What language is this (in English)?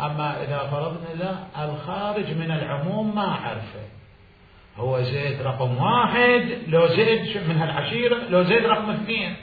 Mesopotamian Arabic